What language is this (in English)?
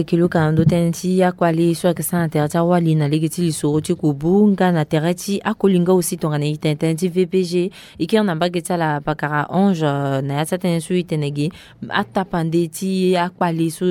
Sango